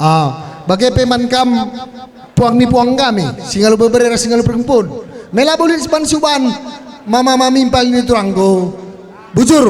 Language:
Batak Karo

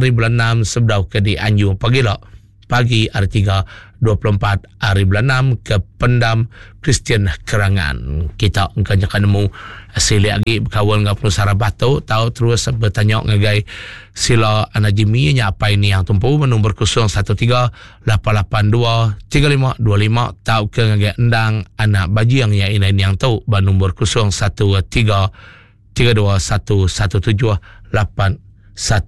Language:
Iban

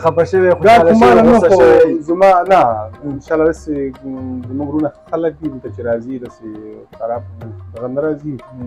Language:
Pashto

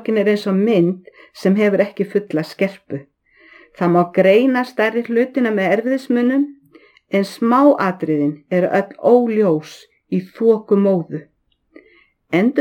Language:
Icelandic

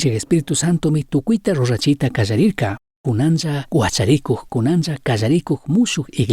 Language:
Chimborazo Highland Quichua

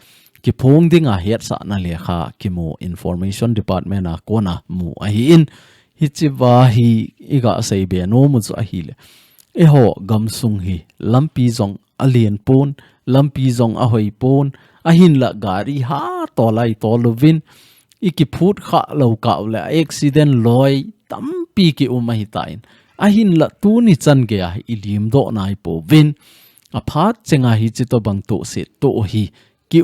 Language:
Thado Chin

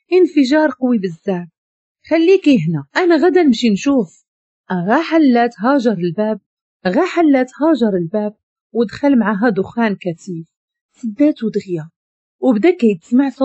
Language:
Moroccan Arabic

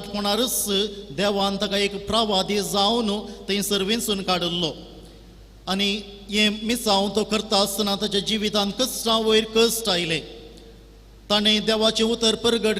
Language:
Konkani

